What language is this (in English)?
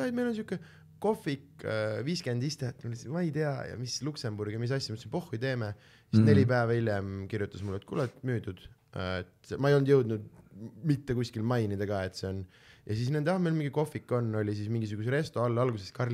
Estonian